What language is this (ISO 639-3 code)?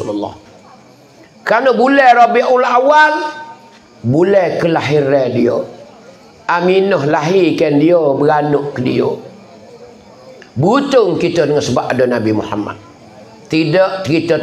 mfa